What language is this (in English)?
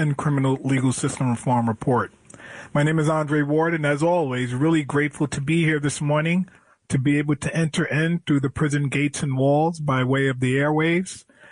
English